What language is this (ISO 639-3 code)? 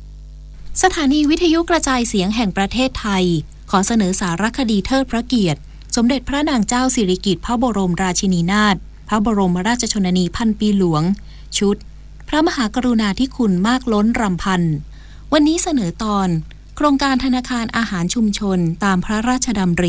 tha